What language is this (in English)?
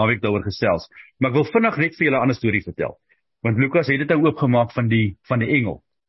Afrikaans